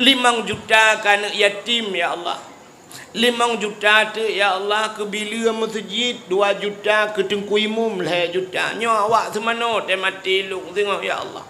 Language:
Achinese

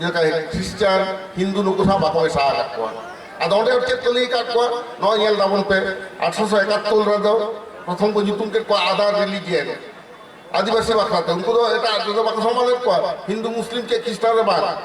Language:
Santali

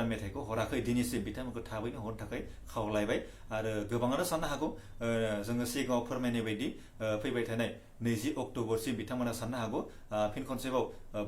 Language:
Bodo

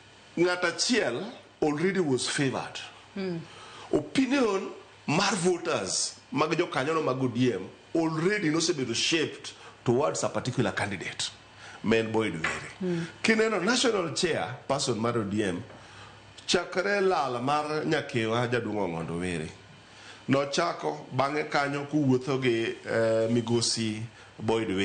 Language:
Luo (Kenya and Tanzania)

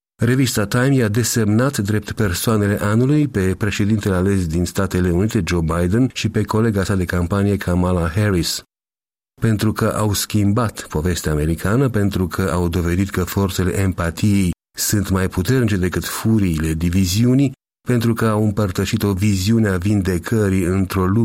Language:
Romanian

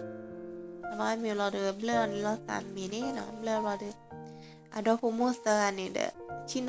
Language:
S'gaw Karen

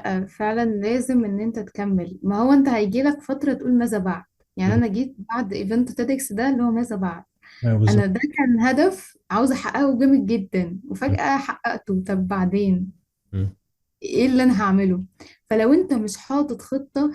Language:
Egyptian Arabic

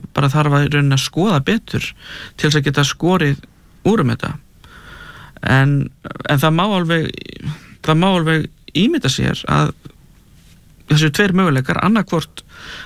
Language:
Icelandic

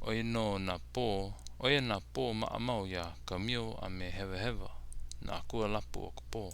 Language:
Hawaiian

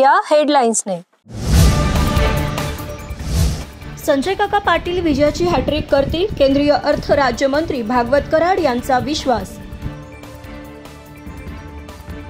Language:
Marathi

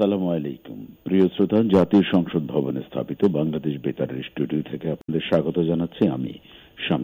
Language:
Bangla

